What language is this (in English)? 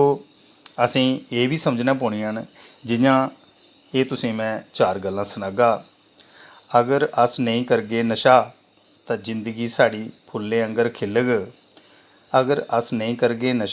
Dogri